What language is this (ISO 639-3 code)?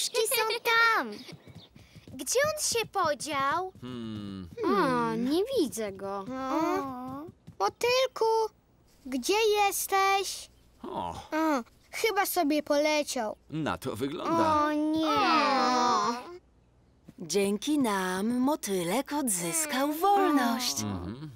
pol